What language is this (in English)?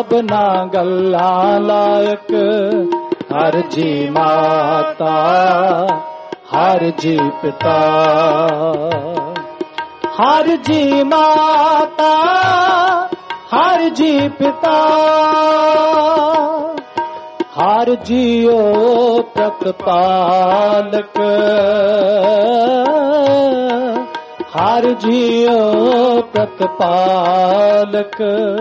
Punjabi